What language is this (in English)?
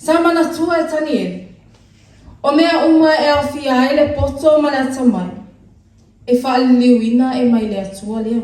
Samoan